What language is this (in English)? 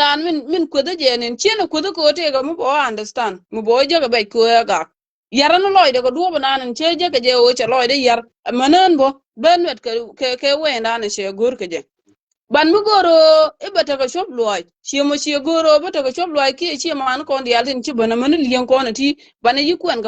Nuer